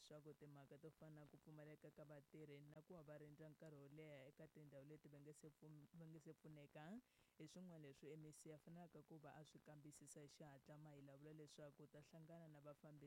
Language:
Tsonga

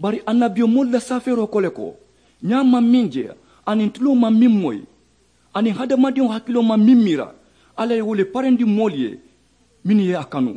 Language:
Mandingo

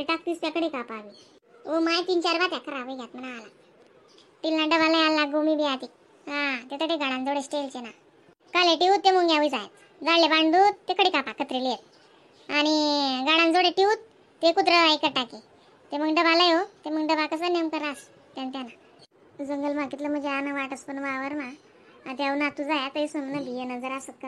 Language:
Khandesi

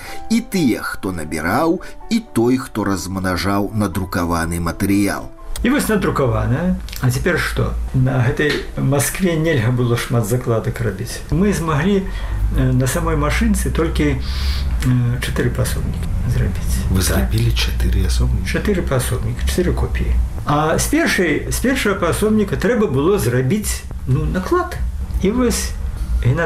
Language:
Belarusian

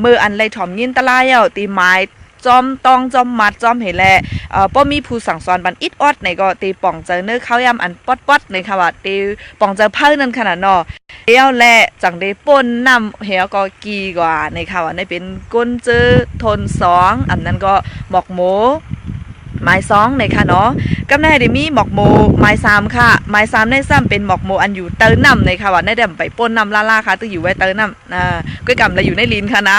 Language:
Shan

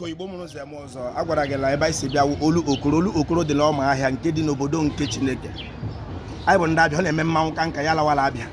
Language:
Igbo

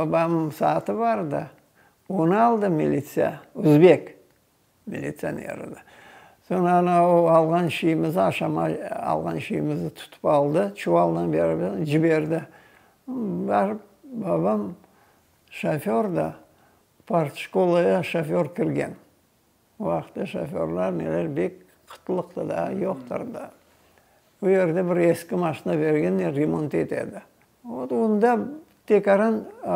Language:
Crimean Tatar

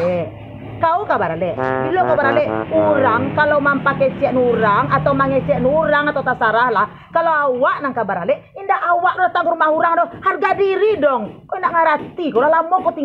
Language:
Minangkabau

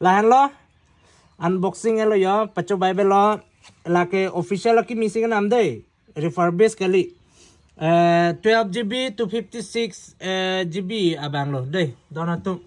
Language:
Karbi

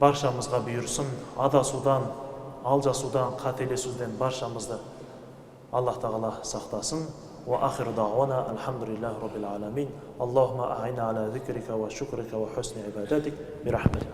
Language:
Kazakh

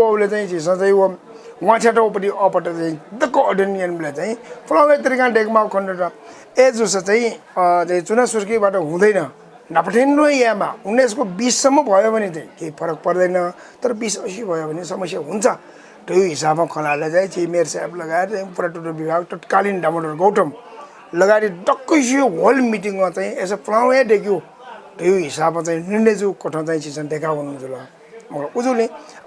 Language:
Newari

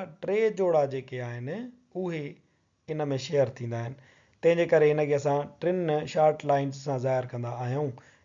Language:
Sindhi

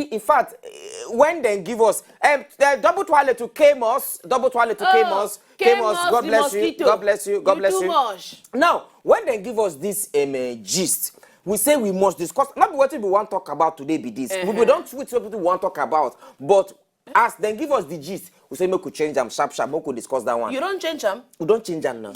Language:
Nigerian Pidgin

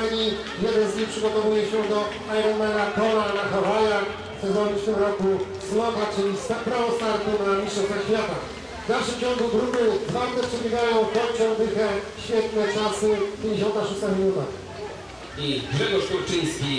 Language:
Polish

